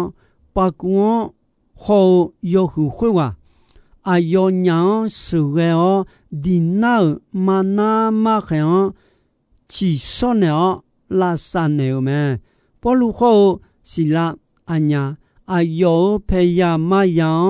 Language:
Akha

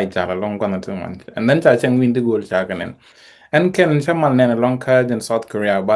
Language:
Nuer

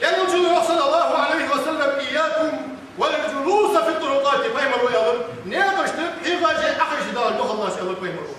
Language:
Ingush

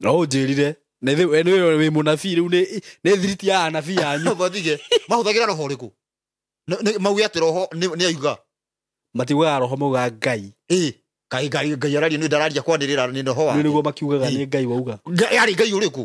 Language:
Kikuyu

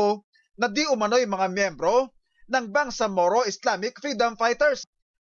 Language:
Filipino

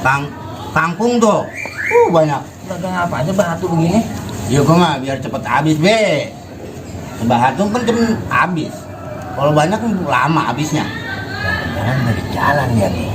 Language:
Betawi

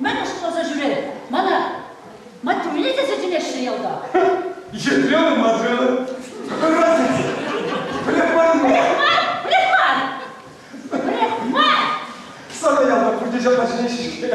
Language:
Chuvash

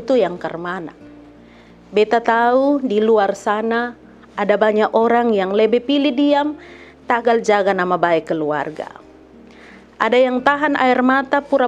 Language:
Kupang Malay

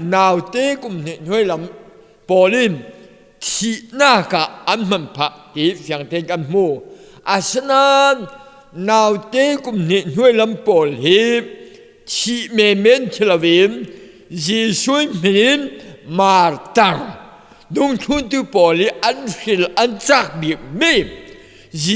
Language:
Falam Chin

